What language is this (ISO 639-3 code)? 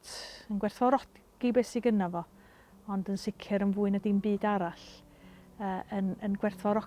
cym